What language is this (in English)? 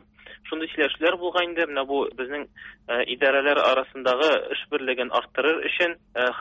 Tatar